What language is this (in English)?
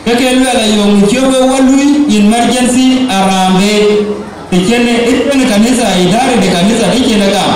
Dinka